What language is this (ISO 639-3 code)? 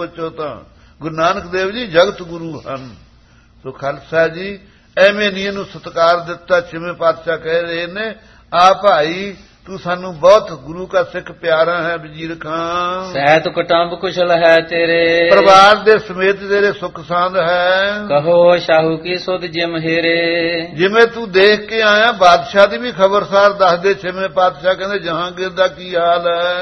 pan